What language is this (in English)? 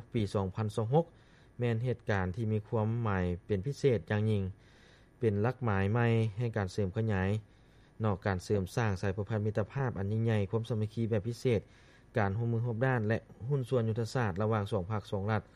Lao